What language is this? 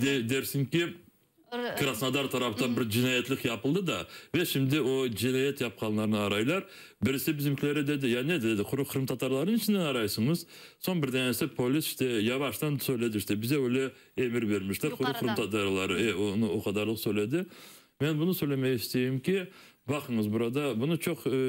Crimean Tatar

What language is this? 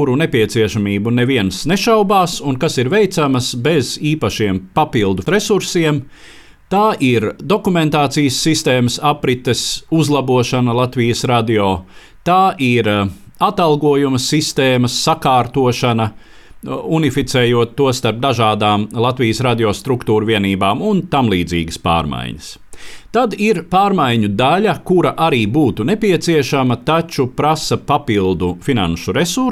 Latvian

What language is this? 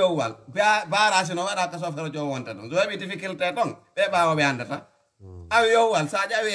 Fula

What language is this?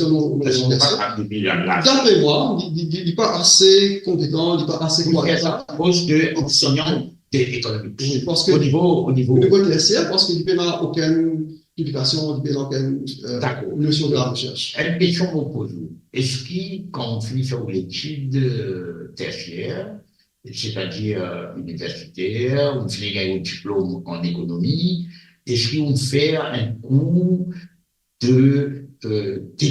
Morisyen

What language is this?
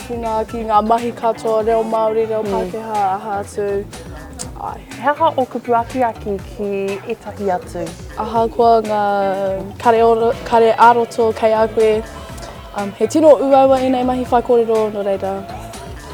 Māori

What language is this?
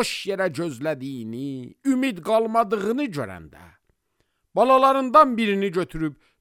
Azerbaijani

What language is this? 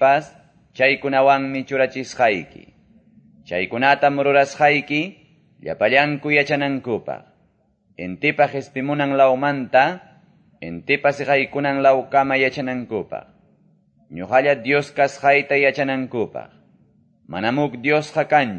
Quechua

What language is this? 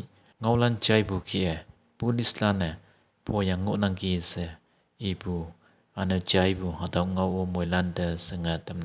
Konyak Naga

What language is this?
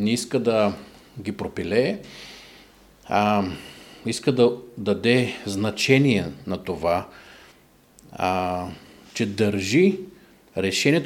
Bulgarian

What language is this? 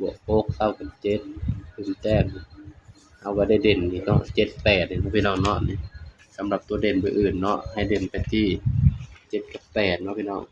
Northeastern Thai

